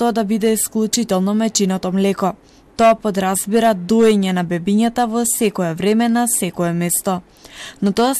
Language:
Macedonian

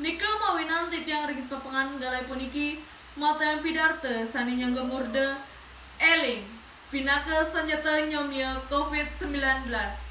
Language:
Balinese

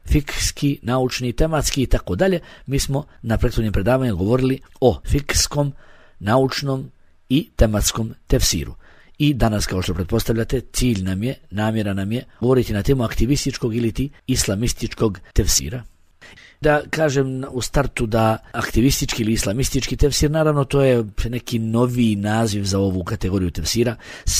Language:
Bosnian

